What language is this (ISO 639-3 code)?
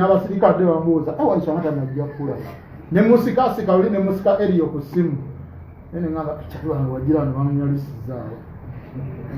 lug